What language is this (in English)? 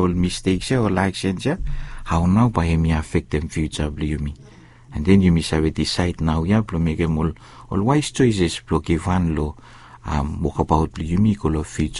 Bislama